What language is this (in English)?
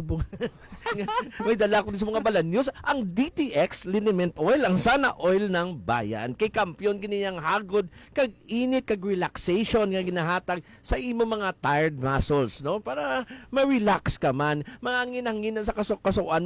Hiligaynon